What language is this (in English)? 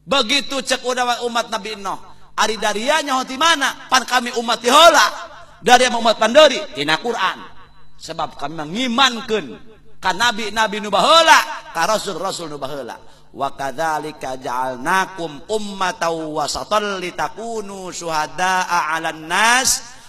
Sundanese